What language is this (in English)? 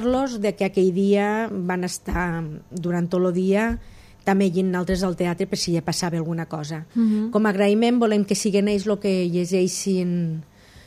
Catalan